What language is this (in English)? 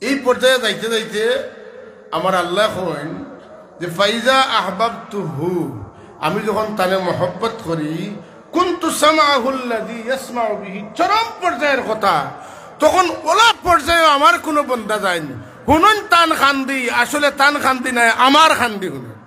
Sylheti